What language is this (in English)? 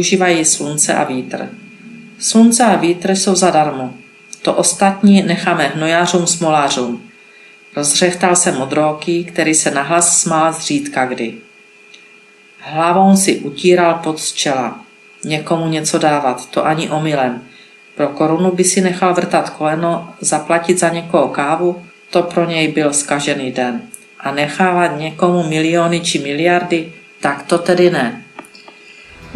Czech